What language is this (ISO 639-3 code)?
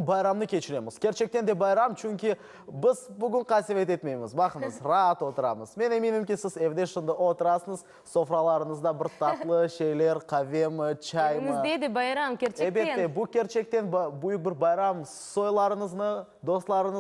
crh